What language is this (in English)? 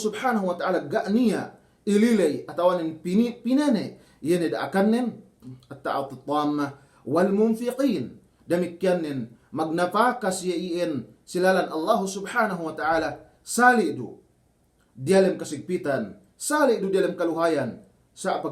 Yakan